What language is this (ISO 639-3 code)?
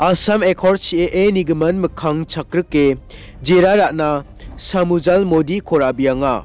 grt